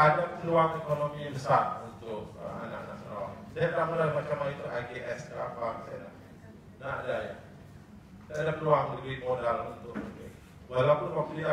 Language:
Malay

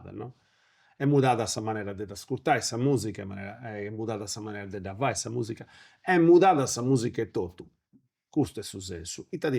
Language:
Sardinian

